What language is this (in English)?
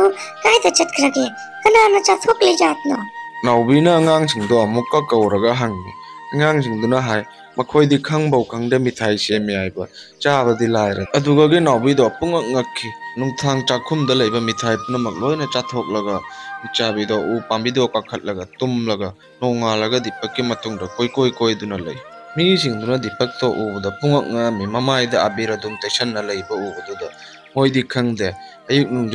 Manipuri